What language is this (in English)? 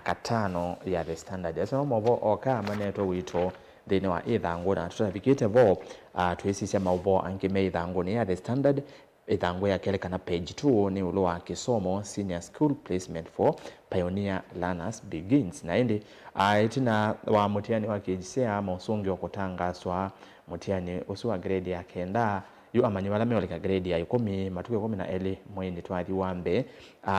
Kamba